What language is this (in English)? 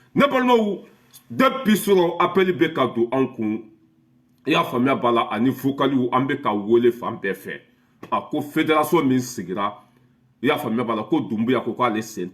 Bambara